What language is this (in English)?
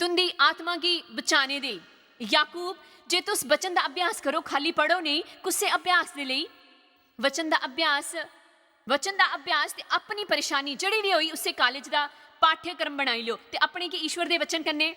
Dogri